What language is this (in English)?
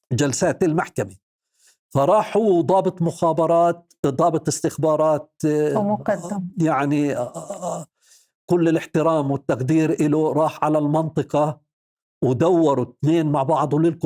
North Levantine Arabic